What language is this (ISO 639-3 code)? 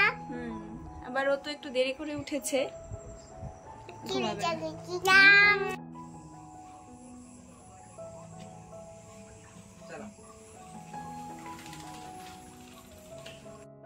ben